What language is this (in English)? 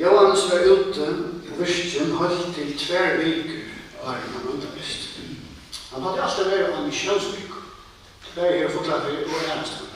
Faroese